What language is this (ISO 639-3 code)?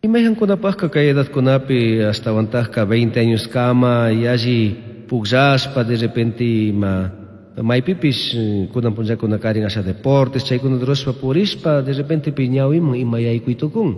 qug